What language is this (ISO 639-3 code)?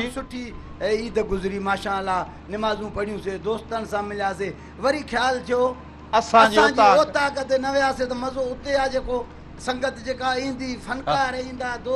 snd